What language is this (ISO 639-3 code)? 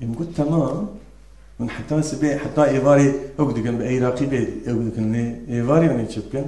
kur